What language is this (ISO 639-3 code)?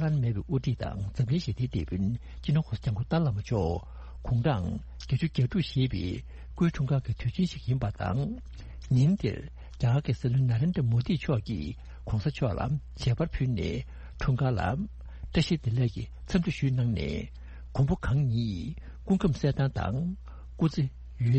bod